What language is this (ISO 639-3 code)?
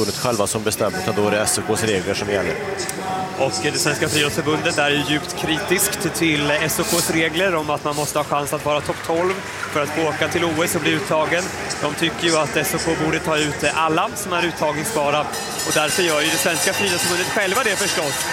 swe